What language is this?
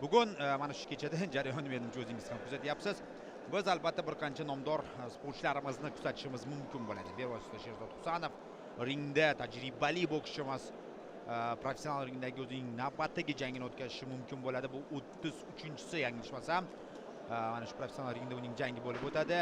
Uzbek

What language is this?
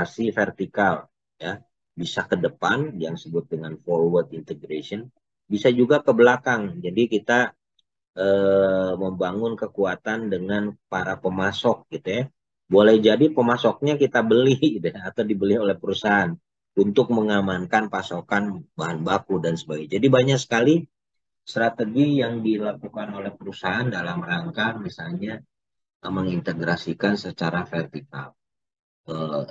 Indonesian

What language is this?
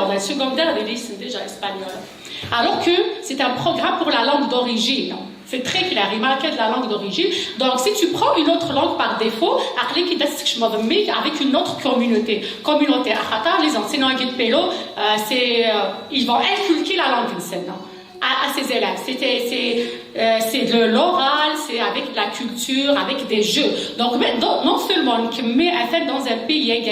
Kabyle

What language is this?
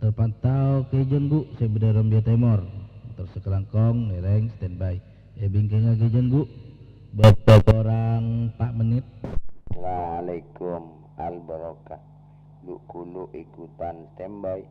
Madurese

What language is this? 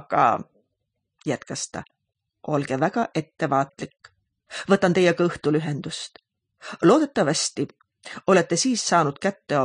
Estonian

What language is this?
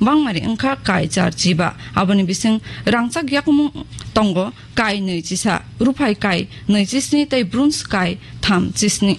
Kok Borok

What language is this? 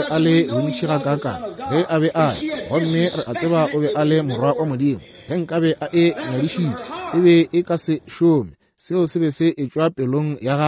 Northern Sotho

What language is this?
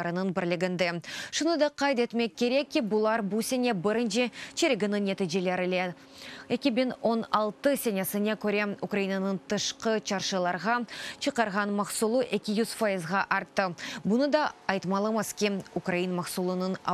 Crimean Tatar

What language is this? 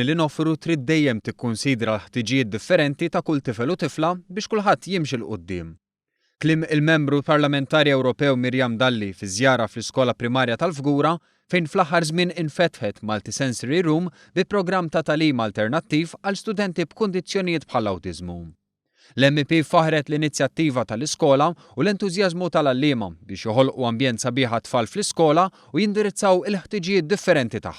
Maltese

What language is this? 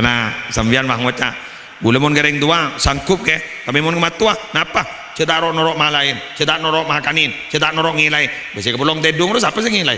Madurese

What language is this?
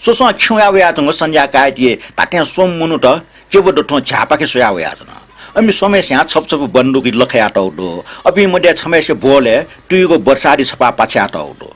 Newari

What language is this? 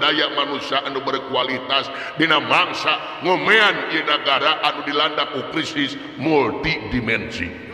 Sundanese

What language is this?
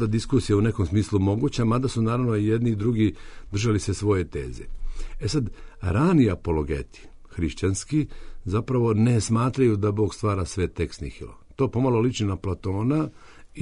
Serbian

